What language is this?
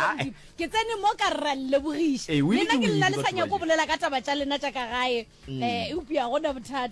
Northern Sotho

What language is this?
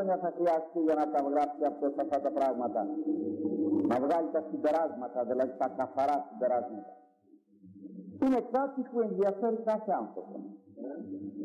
Greek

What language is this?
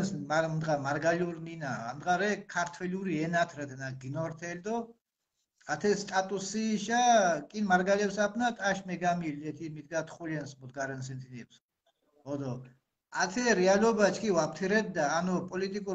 Mingrelian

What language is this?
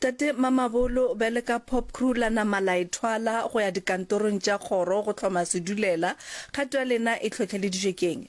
Northern Sotho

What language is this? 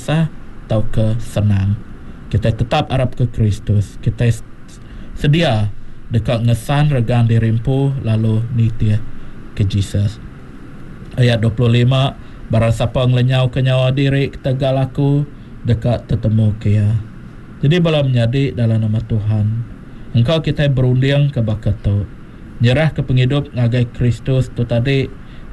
Iban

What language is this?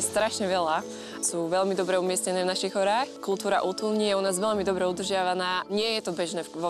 Slovak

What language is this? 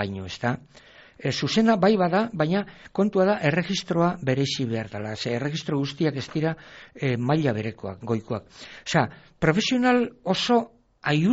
Basque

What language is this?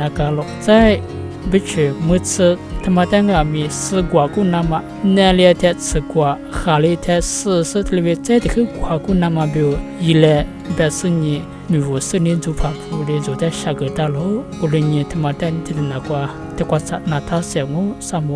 Lisu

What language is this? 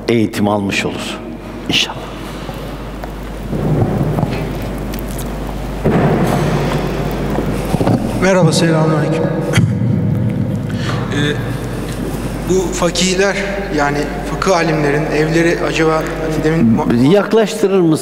Turkish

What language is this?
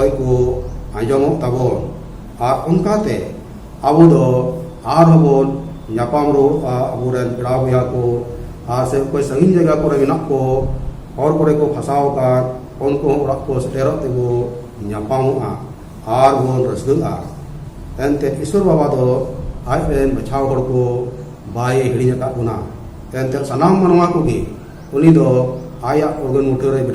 Santali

